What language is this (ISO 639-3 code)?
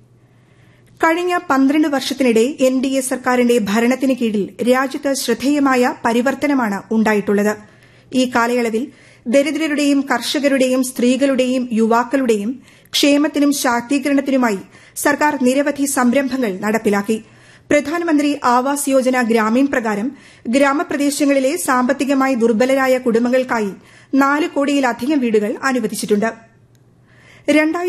mal